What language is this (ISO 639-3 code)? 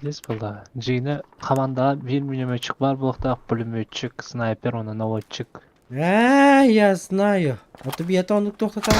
sah